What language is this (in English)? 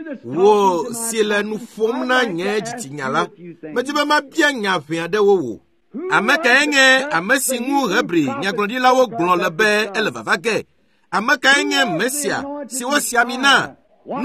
Ewe